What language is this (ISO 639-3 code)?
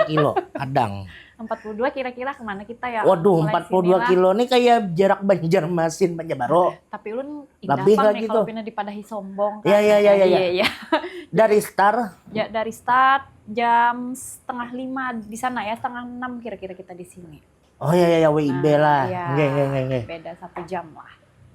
bjn